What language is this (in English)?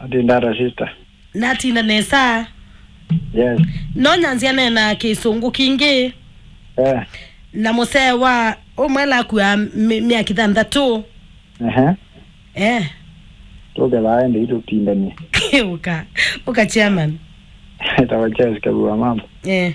Kamba